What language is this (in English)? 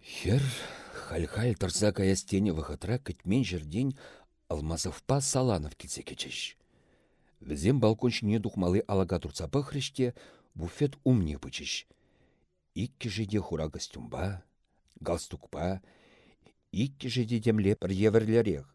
Chuvash